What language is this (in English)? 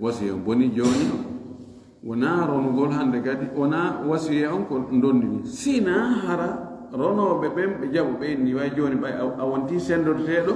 Fula